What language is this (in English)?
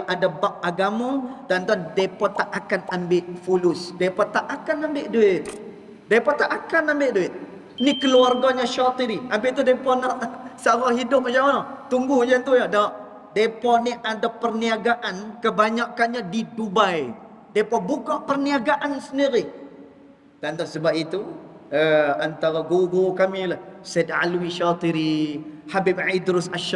Malay